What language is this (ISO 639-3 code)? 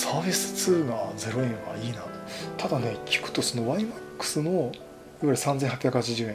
jpn